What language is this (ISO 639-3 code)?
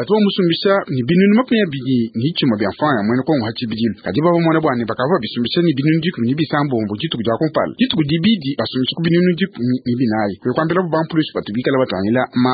lua